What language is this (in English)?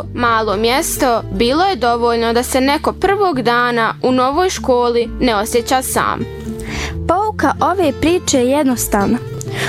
Bosnian